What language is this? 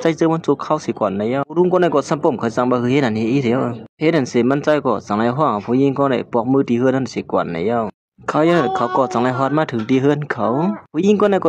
Shan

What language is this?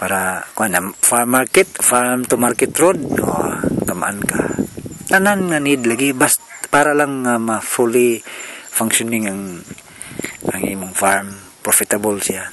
Cebuano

